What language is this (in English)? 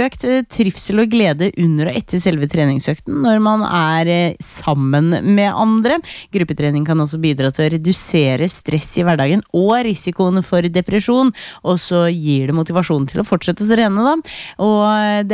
Norwegian